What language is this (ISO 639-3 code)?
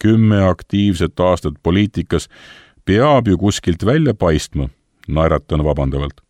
est